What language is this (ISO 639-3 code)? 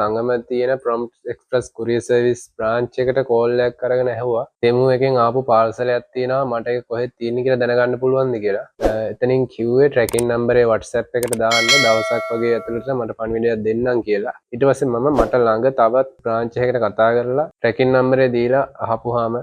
sin